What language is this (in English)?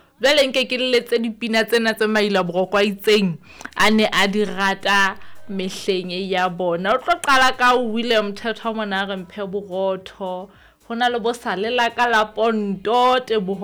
Southern Sotho